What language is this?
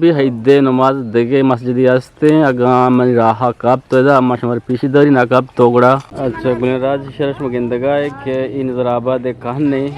Eastern Balochi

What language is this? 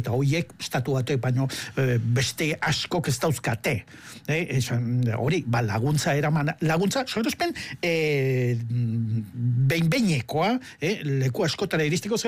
Basque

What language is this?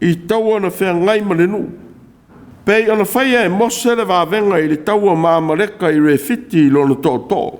Samoan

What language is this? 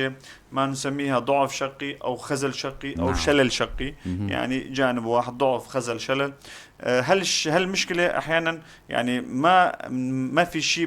North Levantine Arabic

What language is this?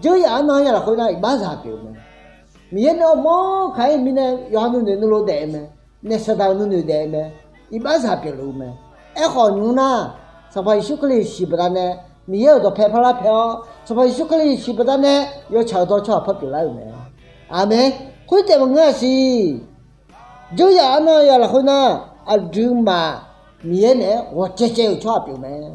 Akha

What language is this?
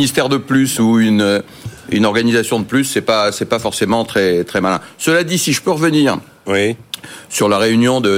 French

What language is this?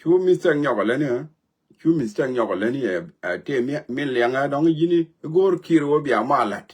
Nuer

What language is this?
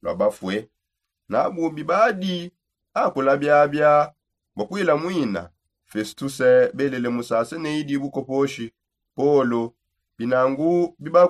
Songe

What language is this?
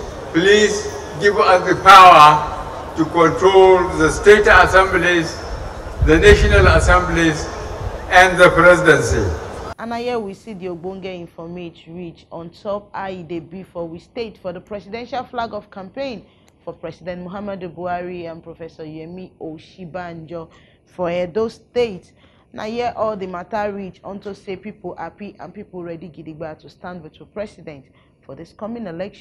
Nigerian Pidgin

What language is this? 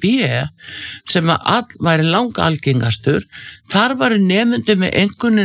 Icelandic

